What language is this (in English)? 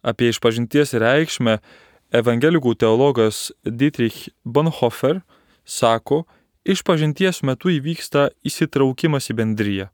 Lithuanian